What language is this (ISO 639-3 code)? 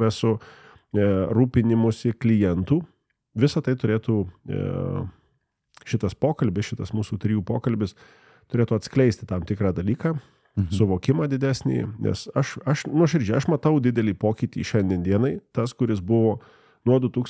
lit